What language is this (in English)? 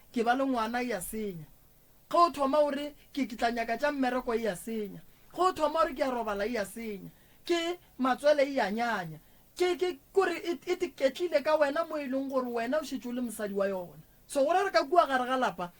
Northern Sotho